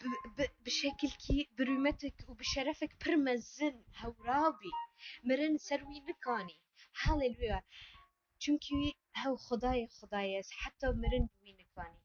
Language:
Kurdish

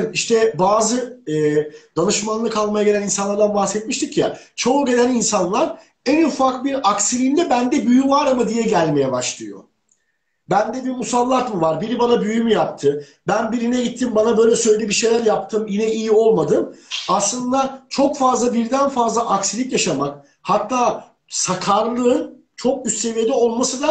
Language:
Turkish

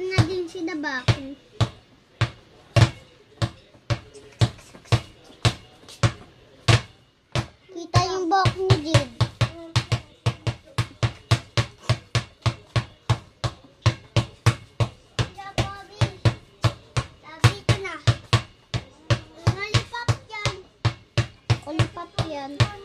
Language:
Filipino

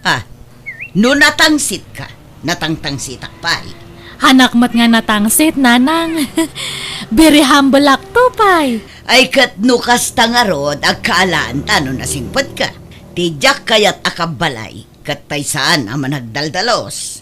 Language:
Iloko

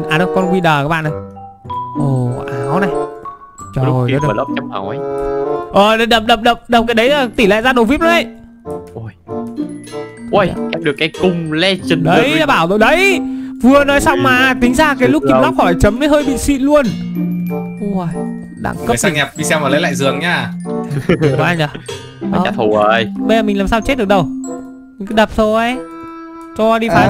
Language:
Vietnamese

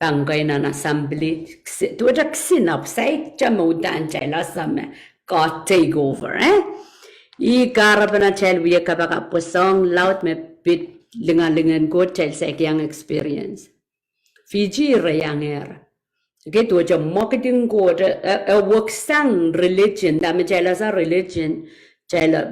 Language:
Pohnpeian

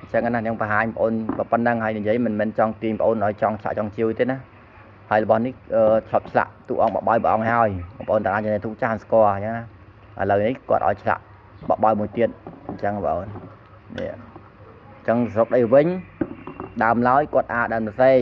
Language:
Khmer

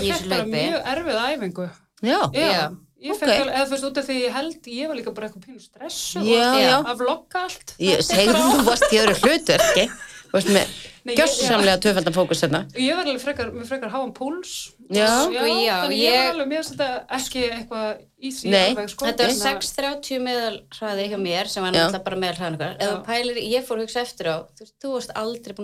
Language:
Icelandic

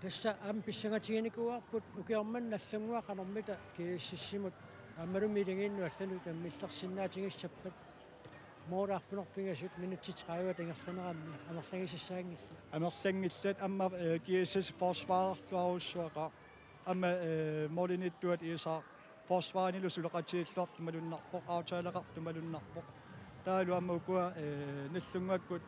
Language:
Kalaallisut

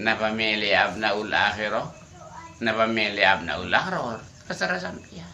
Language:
Madurese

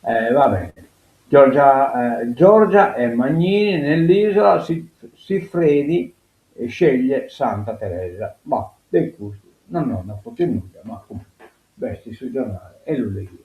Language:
Sardinian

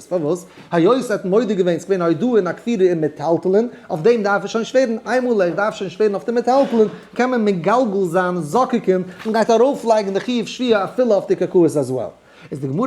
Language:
Yiddish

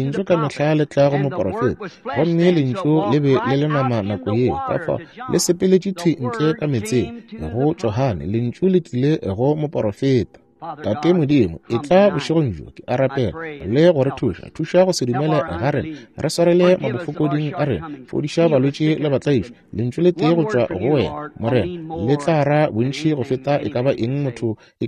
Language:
Northern Sotho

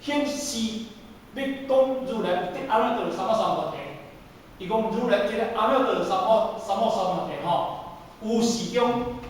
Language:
Min Nan Chinese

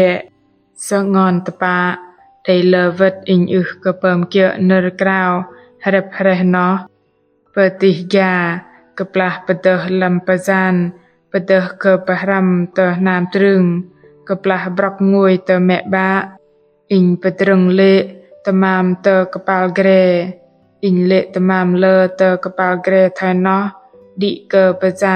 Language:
Bahnar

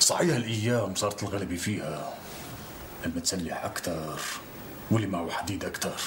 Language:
North Levantine Arabic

